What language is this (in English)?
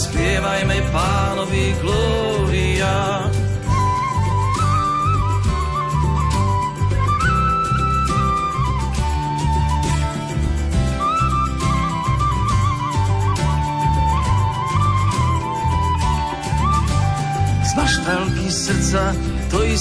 Slovak